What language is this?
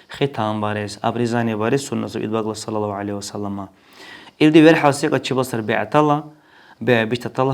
Dargwa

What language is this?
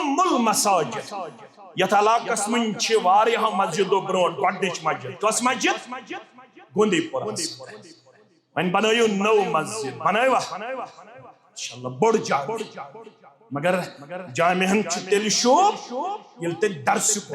Kashmiri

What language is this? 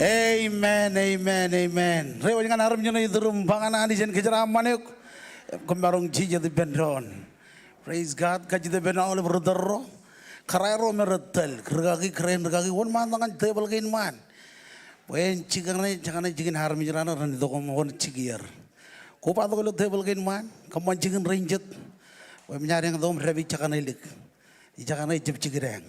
Marshallese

